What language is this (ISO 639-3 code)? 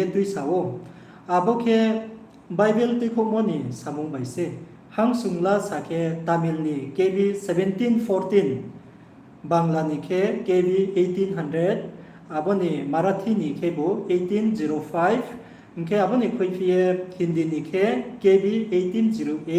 ria